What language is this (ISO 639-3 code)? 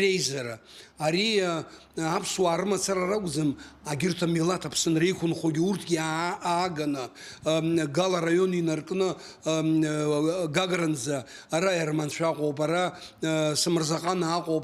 abk